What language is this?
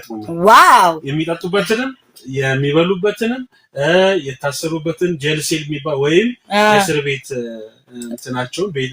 Amharic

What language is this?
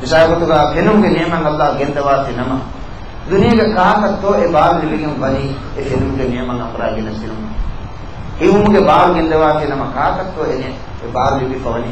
Divehi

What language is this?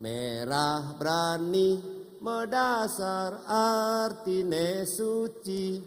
Balinese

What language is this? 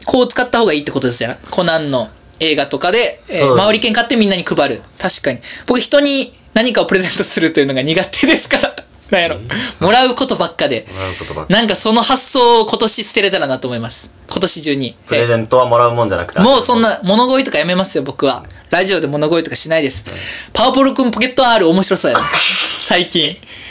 Japanese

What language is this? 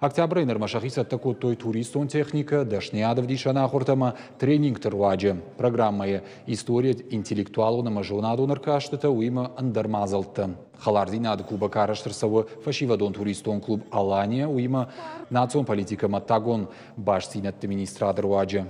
Ossetic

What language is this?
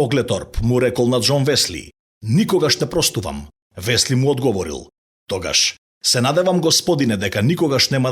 Macedonian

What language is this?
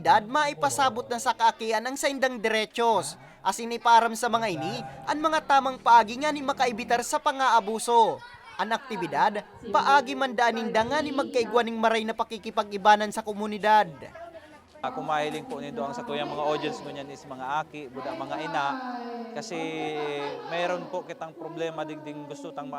Bikol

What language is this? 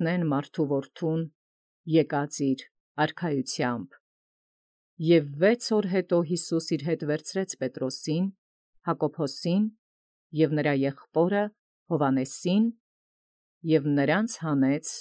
Armenian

